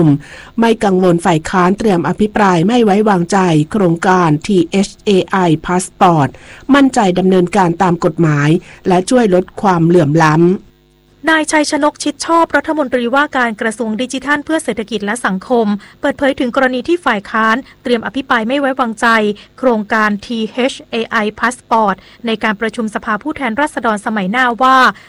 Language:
Thai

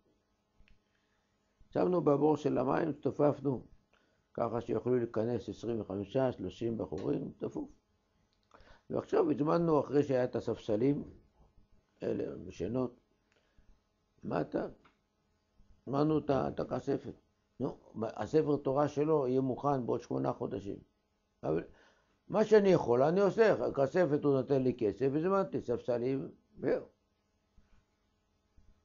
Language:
Hebrew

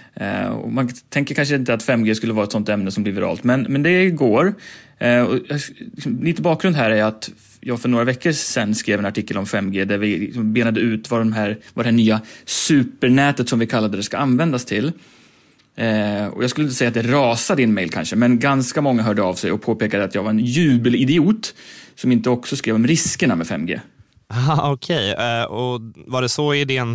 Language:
Swedish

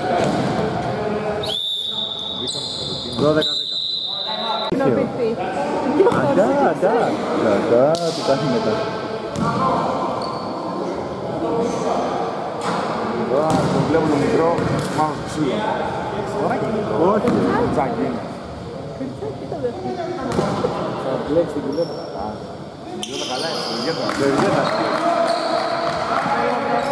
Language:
Greek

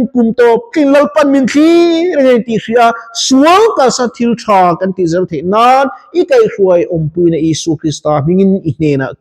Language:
Mizo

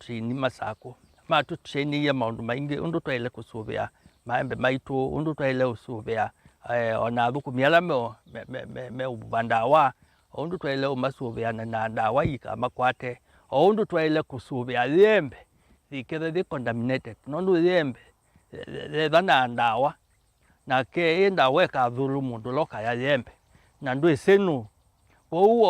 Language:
Kamba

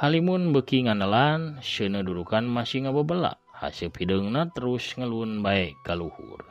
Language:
Sundanese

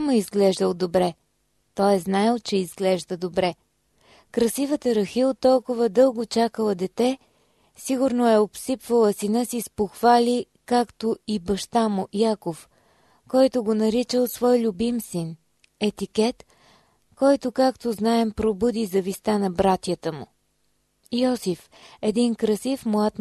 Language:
Bulgarian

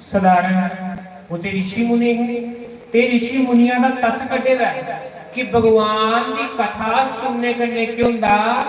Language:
Dogri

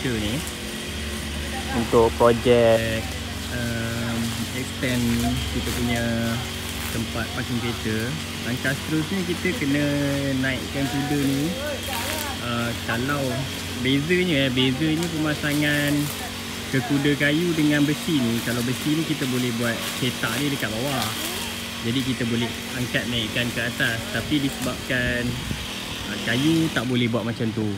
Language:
Malay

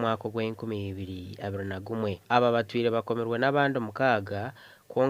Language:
Nyankole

